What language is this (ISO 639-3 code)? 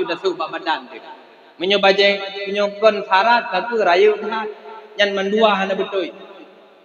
ace